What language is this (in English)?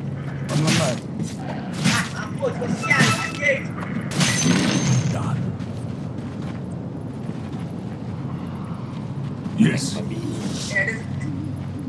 Malay